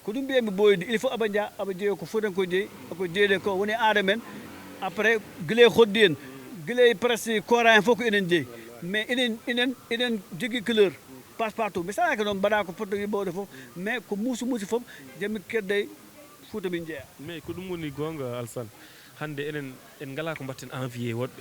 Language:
Fula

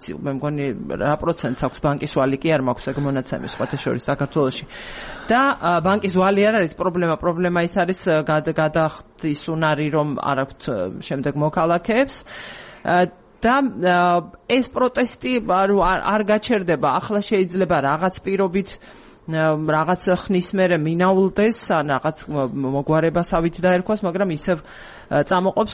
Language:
Georgian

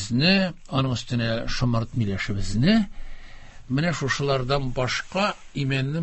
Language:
Tatar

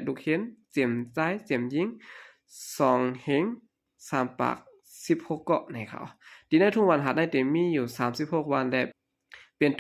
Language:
Shan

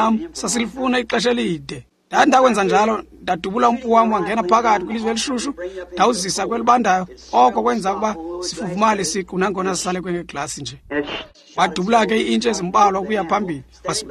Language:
Xhosa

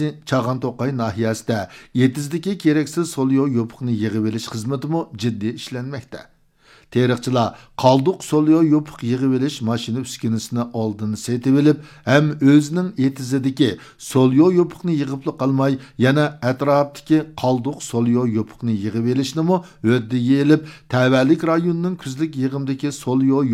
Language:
Uyghur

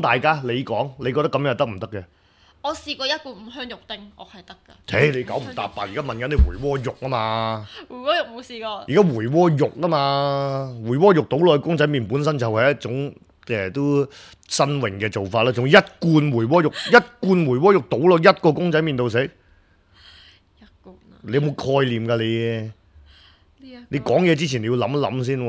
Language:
Cantonese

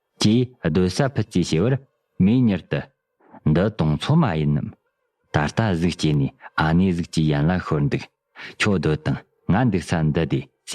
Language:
Tibetan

